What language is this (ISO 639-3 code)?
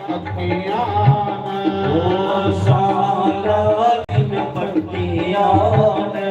doi